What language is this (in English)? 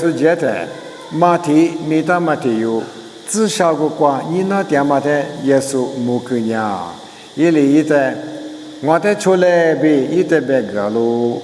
Lisu